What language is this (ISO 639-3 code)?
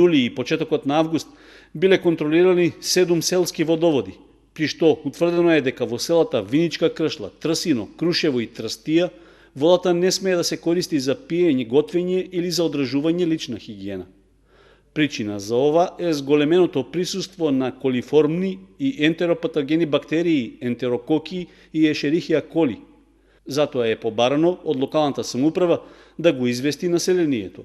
mkd